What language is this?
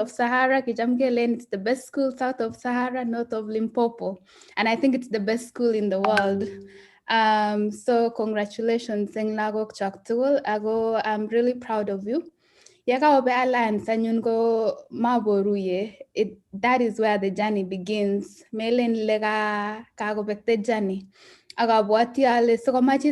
Kalenjin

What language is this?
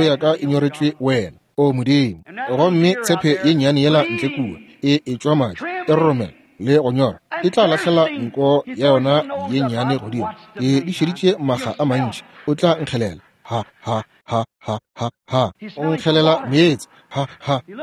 Northern Sotho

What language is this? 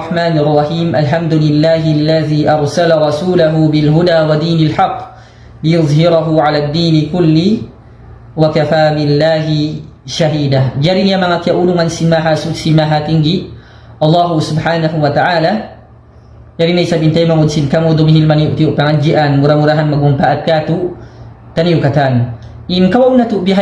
Tausug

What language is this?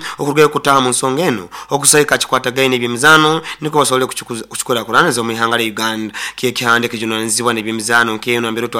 Nyoro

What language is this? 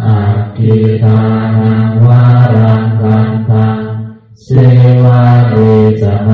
Pali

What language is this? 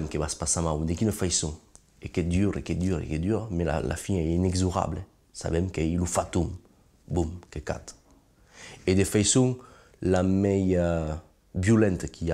Occitan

